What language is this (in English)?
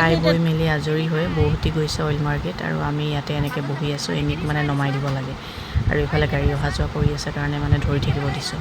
Assamese